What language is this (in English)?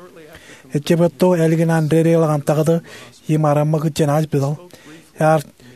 Marshallese